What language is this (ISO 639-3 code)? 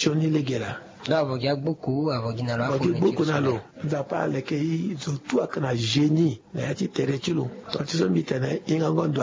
sag